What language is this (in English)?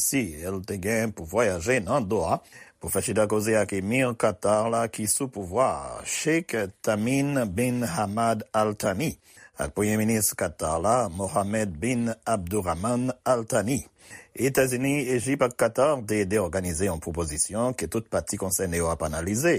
Haitian Creole